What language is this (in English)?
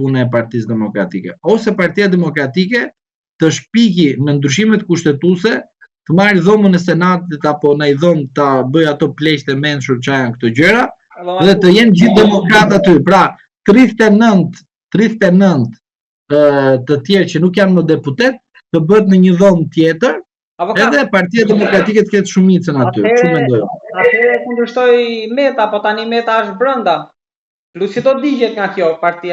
Albanian